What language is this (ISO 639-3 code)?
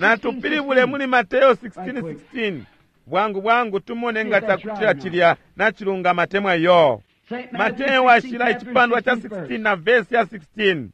bem